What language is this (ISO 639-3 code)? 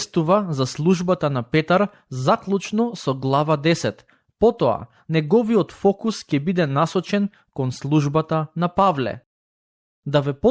mkd